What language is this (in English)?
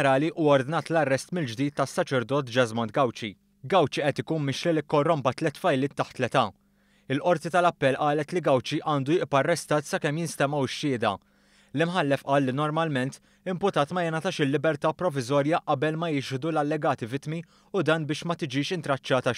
Maltese